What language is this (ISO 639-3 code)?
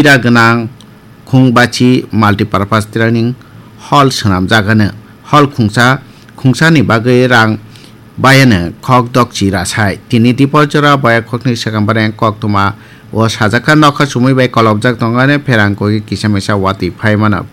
trp